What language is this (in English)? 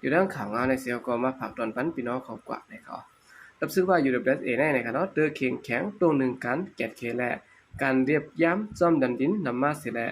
Shan